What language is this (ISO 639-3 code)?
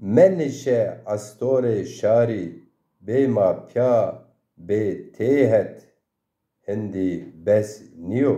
zza